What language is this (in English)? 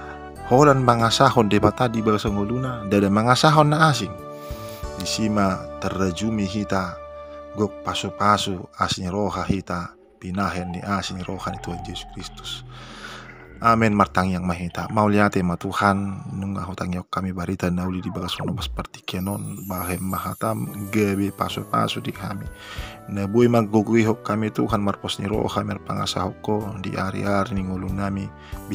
Batak Toba